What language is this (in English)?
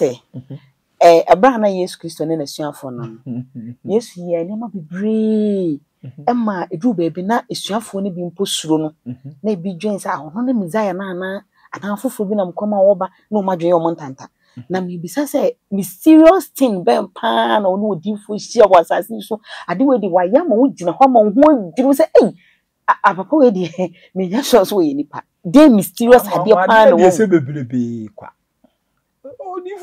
Akan